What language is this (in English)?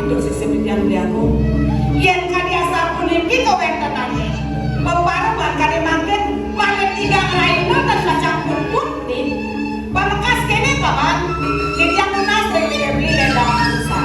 Balinese